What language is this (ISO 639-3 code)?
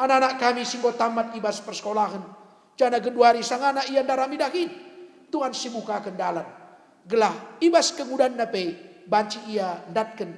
btx